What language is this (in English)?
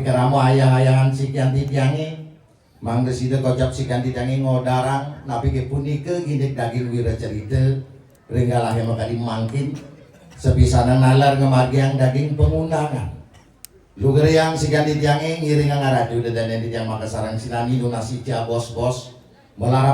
Balinese